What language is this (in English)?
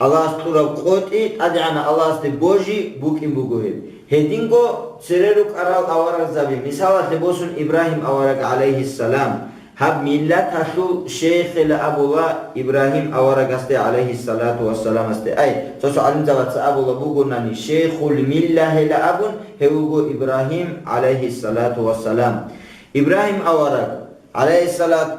Avaric